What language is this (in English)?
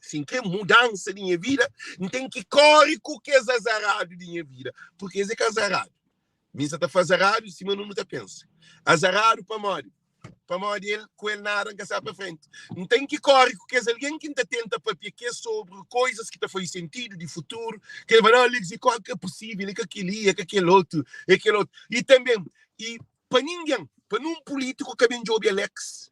Kabuverdianu